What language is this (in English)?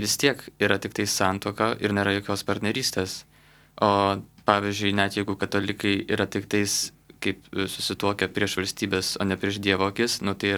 Lithuanian